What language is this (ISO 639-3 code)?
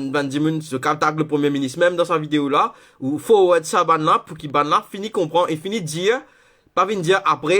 mfe